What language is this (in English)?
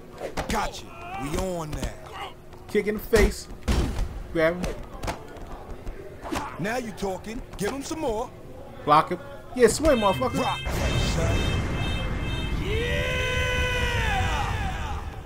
English